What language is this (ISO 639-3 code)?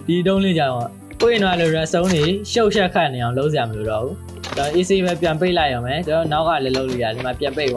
mya